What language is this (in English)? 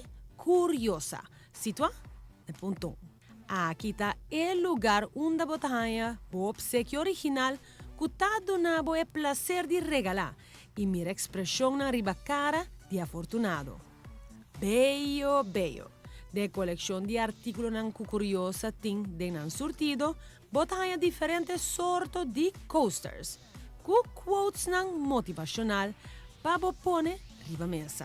Papiamento